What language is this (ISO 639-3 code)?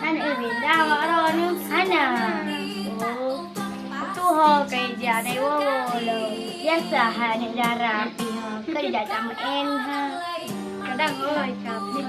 ace